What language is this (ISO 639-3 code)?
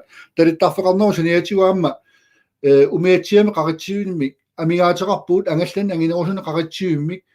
kal